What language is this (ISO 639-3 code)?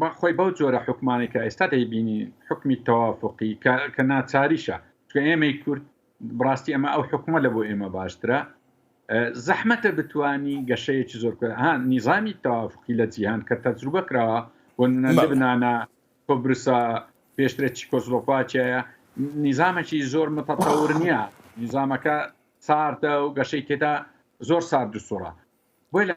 ckb